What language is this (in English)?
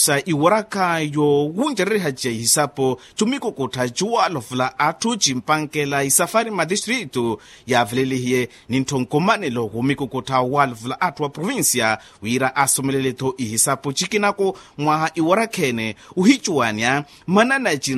Makhuwa